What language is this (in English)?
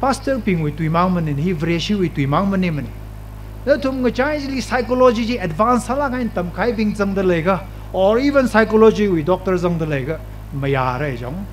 Tangkhul Naga (India)